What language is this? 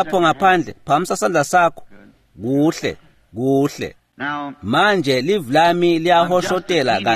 Swati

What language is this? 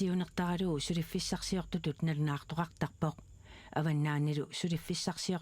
Kalaallisut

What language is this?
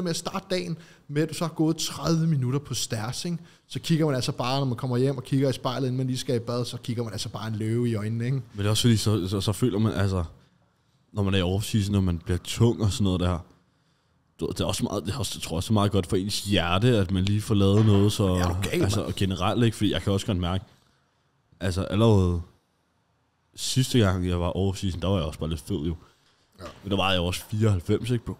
Danish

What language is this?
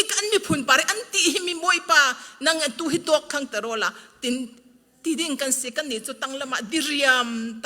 Falam Chin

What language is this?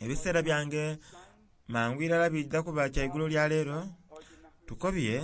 Soga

